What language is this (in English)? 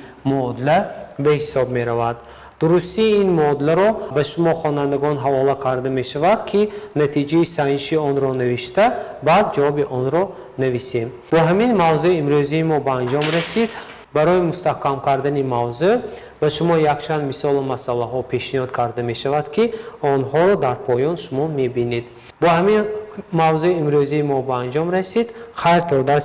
Tajik